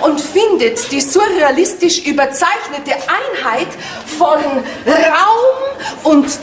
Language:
Bavarian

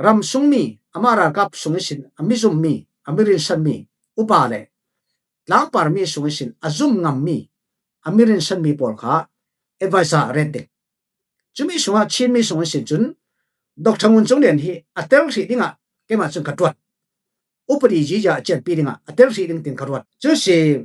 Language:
Falam Chin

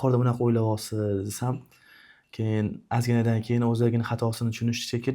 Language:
Uzbek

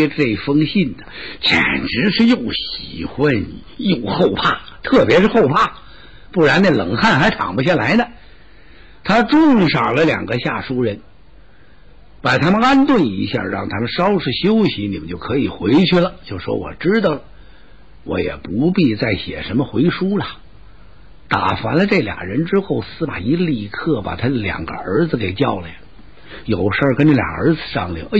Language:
Chinese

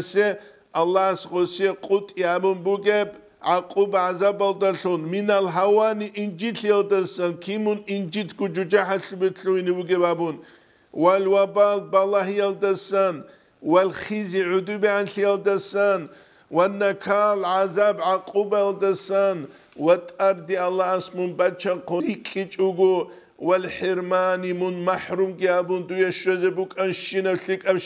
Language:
Avaric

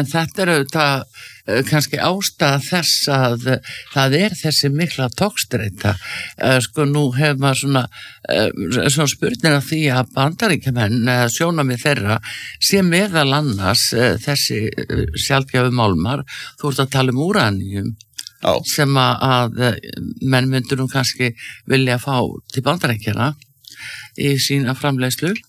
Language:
Icelandic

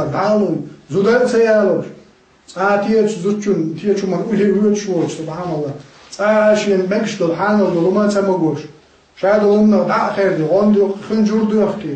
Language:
Chechen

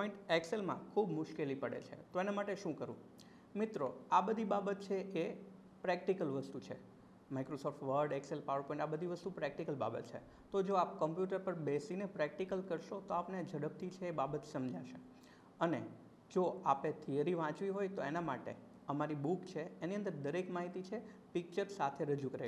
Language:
Gujarati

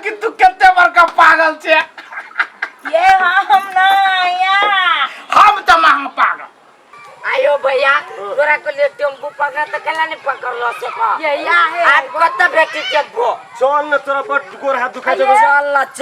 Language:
Maithili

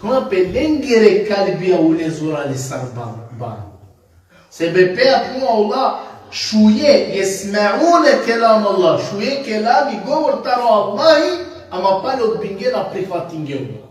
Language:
Balkan Romani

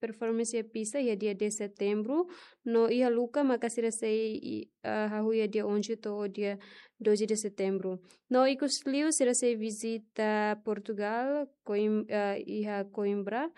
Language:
Tetum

